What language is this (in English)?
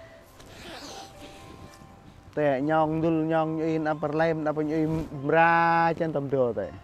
Central Mnong